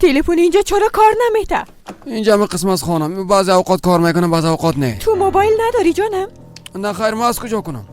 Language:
Persian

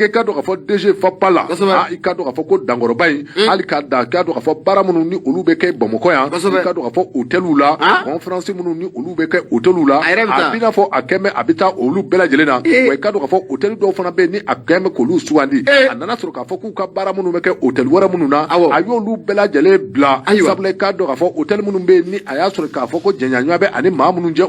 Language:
Bambara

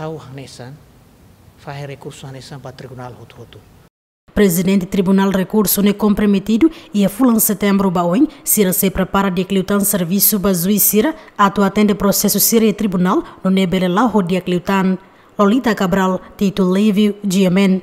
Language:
Tetum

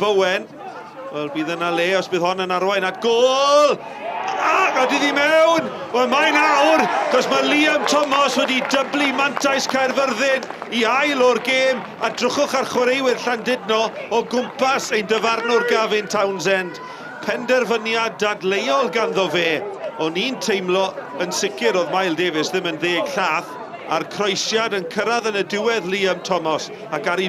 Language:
Welsh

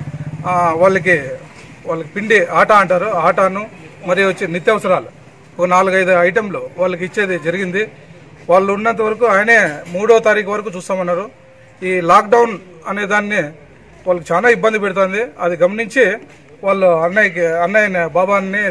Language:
Telugu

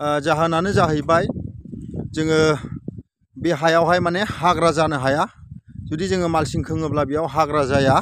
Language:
Bodo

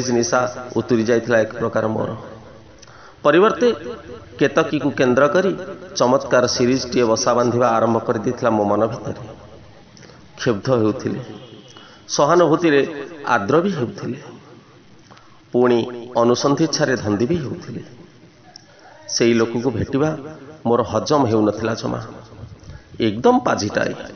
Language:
Odia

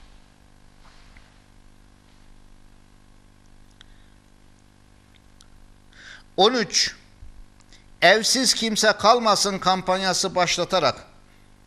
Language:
Turkish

